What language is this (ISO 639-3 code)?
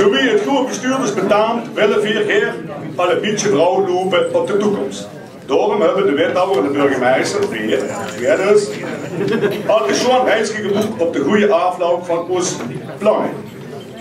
lim